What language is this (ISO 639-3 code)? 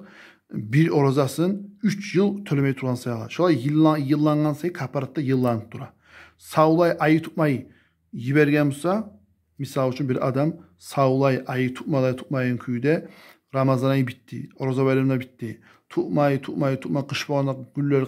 kum